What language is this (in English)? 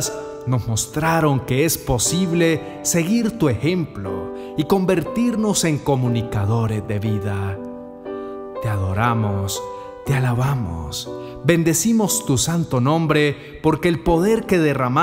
Spanish